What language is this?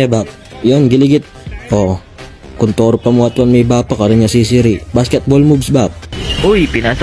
Pampanga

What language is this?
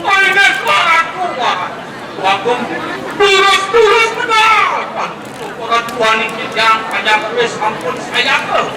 Balinese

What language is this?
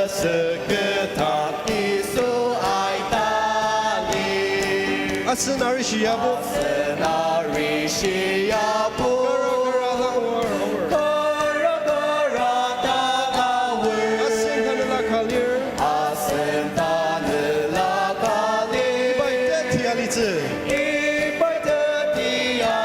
Ao Naga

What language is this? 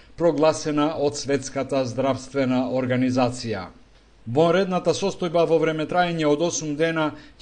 Macedonian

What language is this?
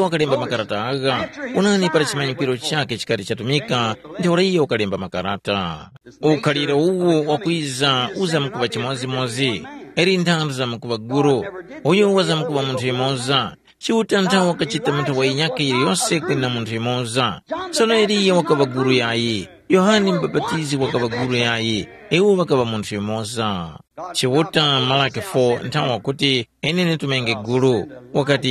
Tumbuka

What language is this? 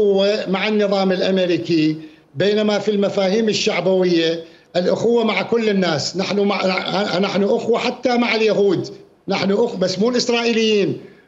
Mesopotamian Arabic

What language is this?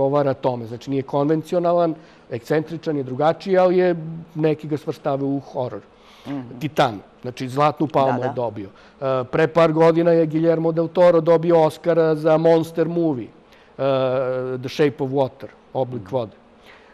Serbian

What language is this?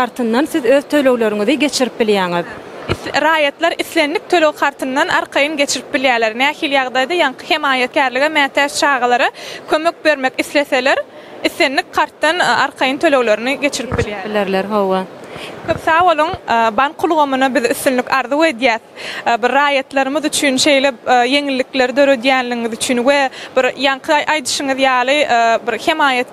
Turkmen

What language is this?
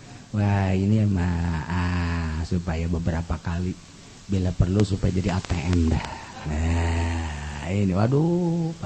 Sundanese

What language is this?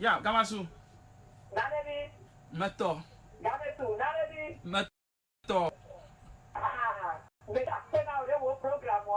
Ewe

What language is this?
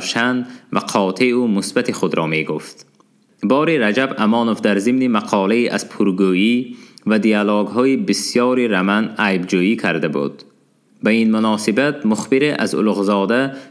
Tajik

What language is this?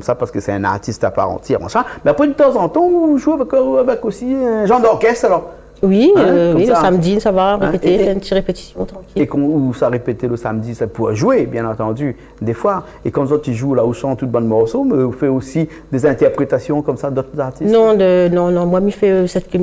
Réunion Creole French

